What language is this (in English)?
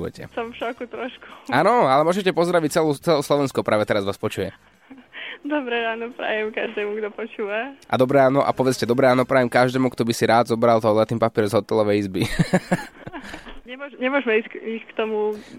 Slovak